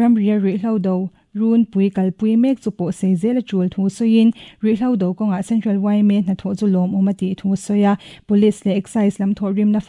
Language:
Mizo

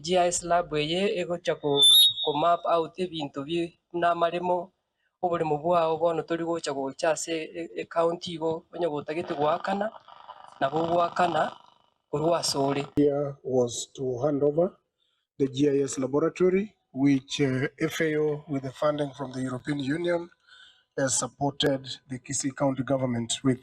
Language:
Gusii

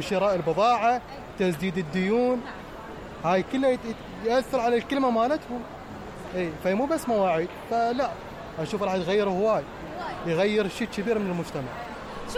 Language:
Mesopotamian Arabic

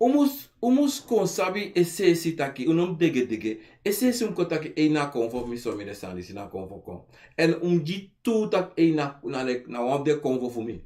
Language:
Sranan Tongo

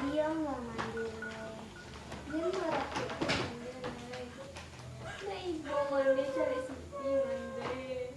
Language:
Minangkabau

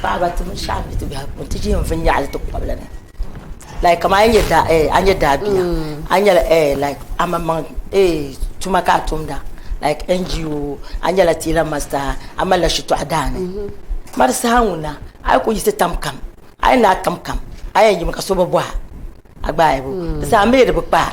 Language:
Dagbani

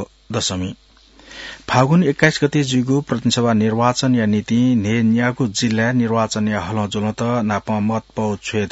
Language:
Newari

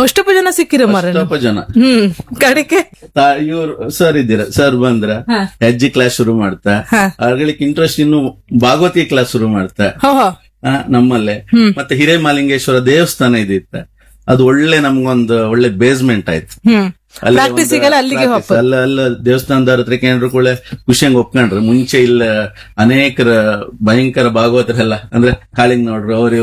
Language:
Kannada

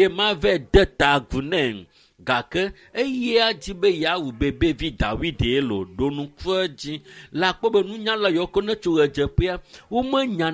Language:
Ewe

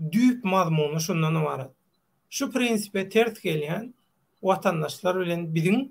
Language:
Turkmen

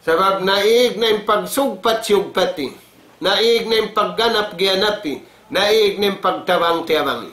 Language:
Tausug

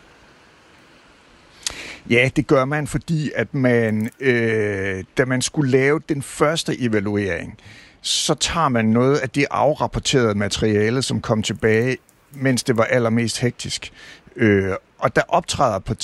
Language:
Danish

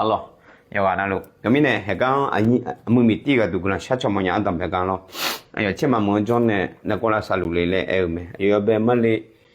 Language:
Akha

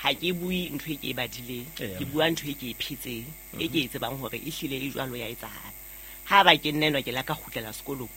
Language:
Southern Sotho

